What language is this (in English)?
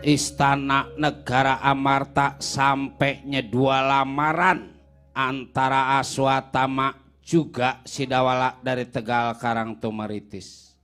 Betawi